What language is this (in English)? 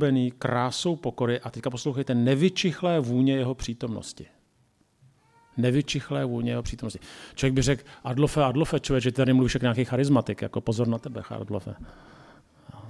Czech